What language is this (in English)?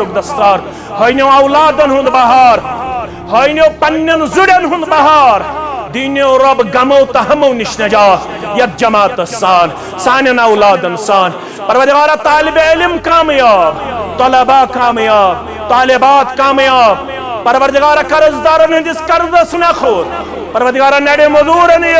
Kashmiri